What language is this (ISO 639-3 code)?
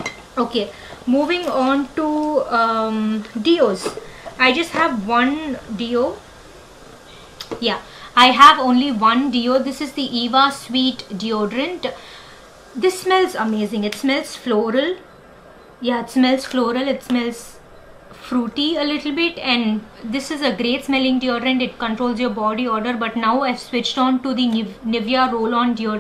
eng